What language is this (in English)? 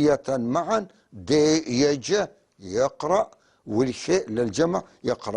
North Levantine Arabic